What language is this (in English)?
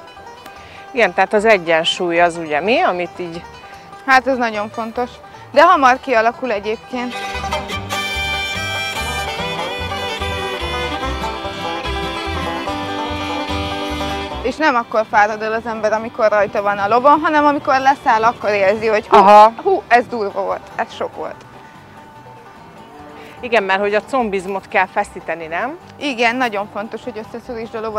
Hungarian